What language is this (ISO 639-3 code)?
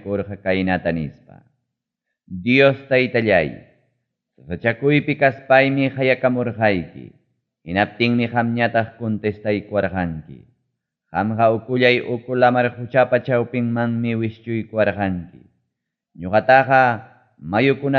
quy